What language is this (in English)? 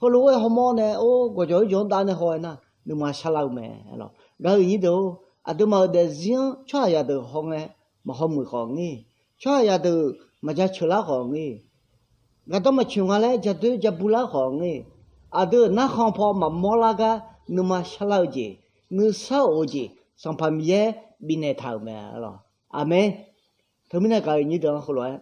Akha